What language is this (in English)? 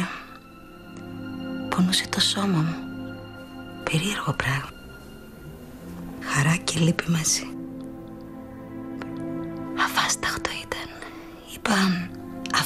Greek